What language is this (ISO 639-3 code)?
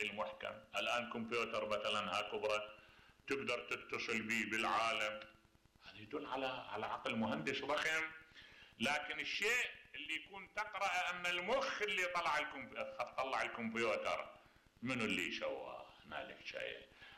acm